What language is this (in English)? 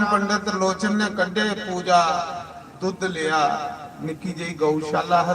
Dogri